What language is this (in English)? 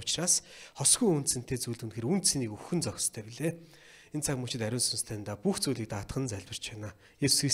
Mongolian